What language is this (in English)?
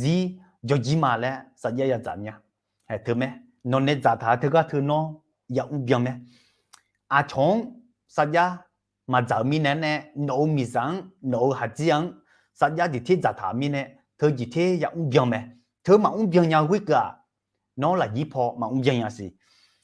Akha